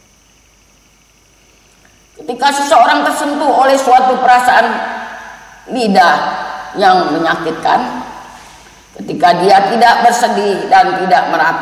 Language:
Indonesian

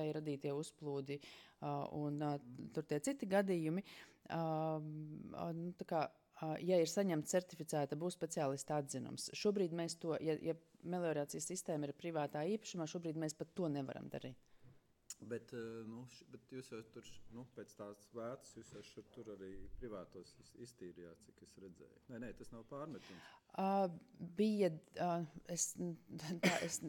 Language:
Latvian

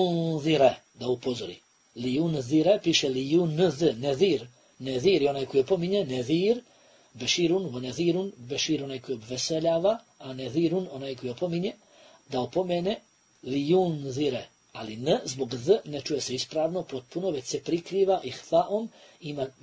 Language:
Bosnian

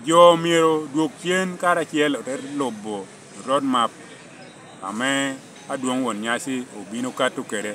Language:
Lango (Uganda)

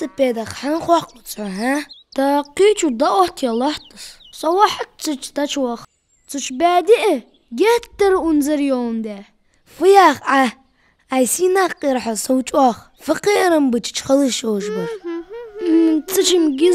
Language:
Ingush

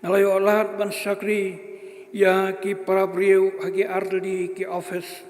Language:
Khasi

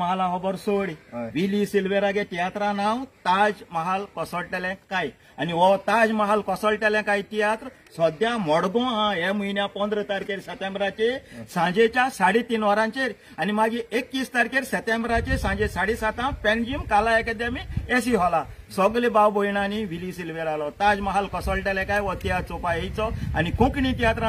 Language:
Konkani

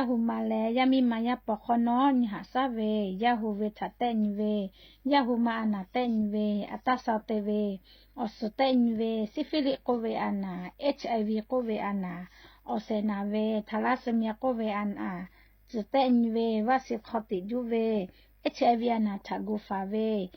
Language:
Lahu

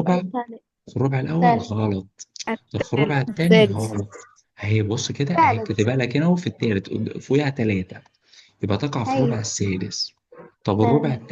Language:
Egyptian Arabic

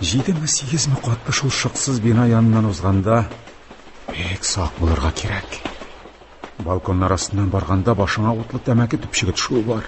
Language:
Tatar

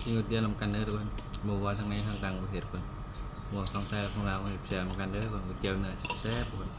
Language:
Northeastern Thai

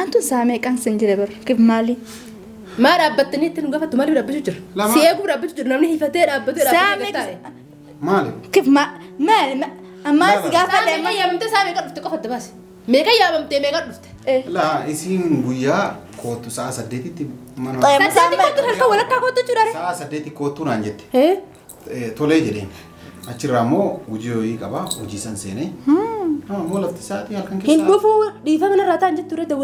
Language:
Oromo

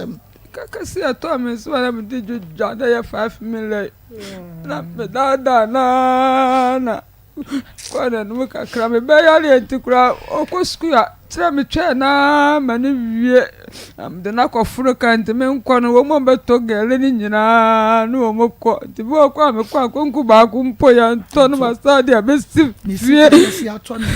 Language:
Akan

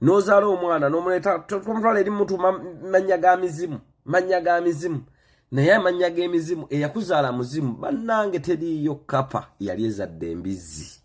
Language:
Ganda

